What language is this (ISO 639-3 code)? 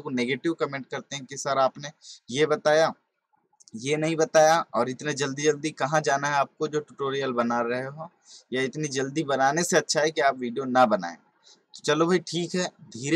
hin